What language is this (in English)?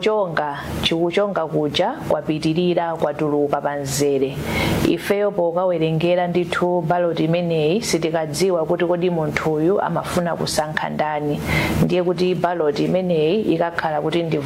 Nyanja